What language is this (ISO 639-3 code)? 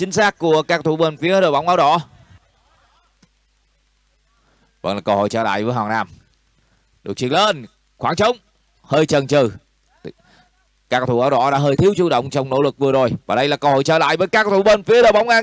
vie